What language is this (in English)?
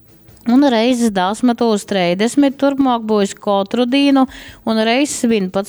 Latgalian